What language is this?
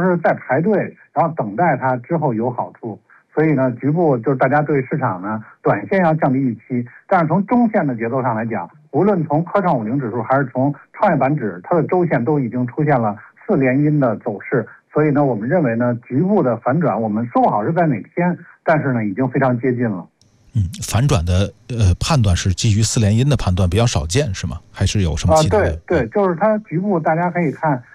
Chinese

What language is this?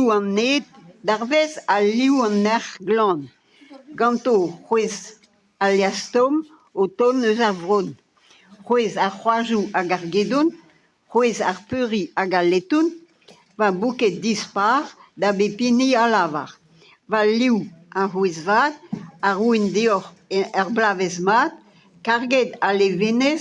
Breton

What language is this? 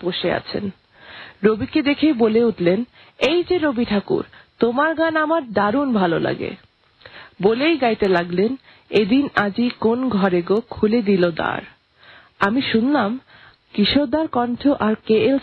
Bangla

